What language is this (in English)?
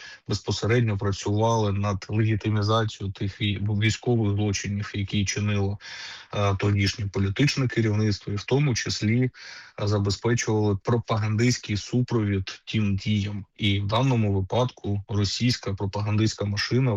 Ukrainian